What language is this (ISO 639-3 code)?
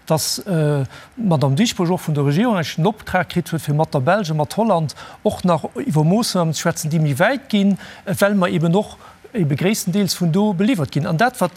ltz